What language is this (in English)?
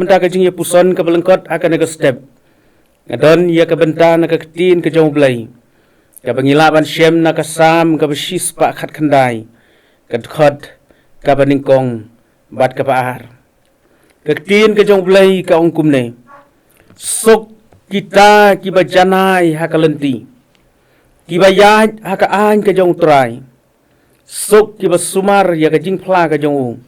Khasi